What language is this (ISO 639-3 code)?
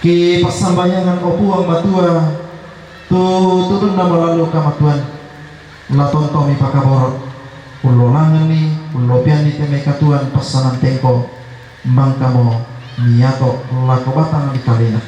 sda